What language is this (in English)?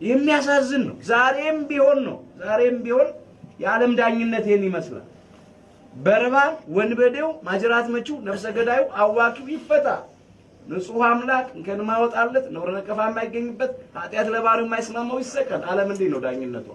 Amharic